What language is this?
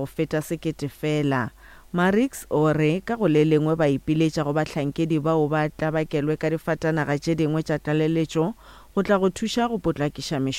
Northern Sotho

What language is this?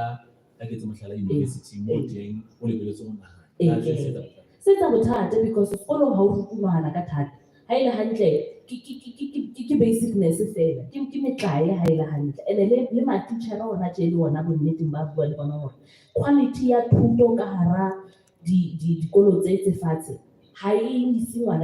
Southern Sotho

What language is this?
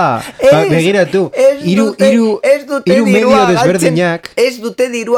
Basque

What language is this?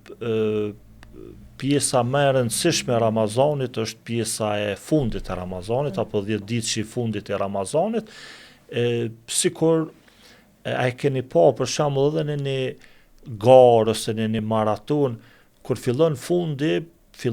Albanian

